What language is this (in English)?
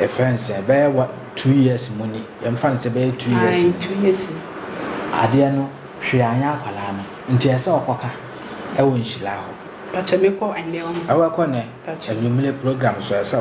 Akan